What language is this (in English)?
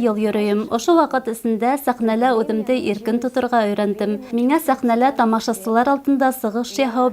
Bashkir